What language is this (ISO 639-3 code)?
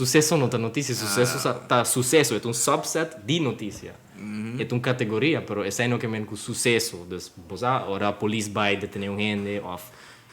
pap